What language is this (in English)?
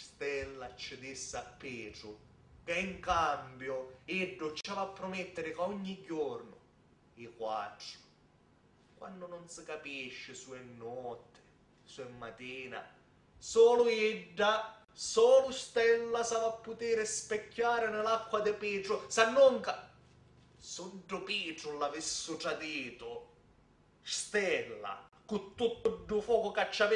Sicilian